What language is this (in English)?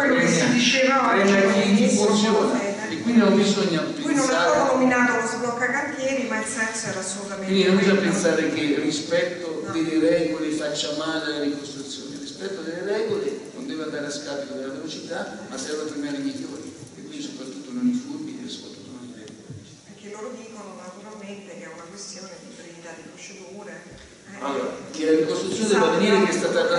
Italian